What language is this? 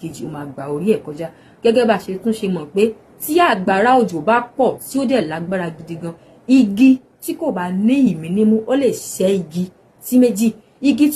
Yoruba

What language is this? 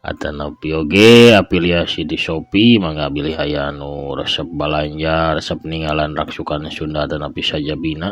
Sundanese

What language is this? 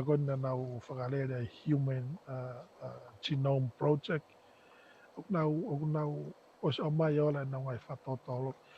Tongan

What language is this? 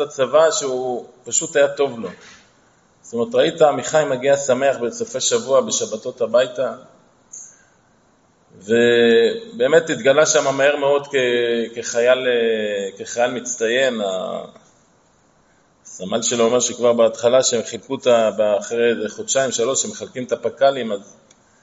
Hebrew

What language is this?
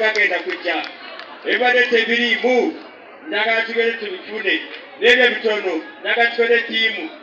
Ganda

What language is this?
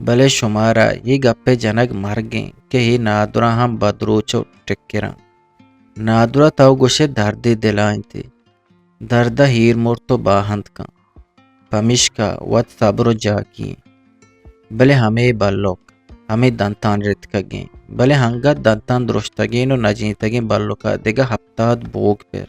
Eastern Balochi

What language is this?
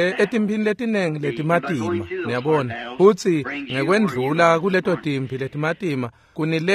Swati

